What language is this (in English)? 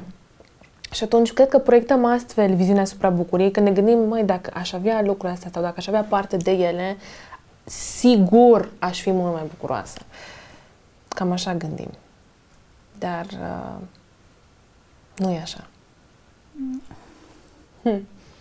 Romanian